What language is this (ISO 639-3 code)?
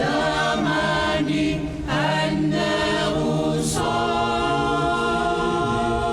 kal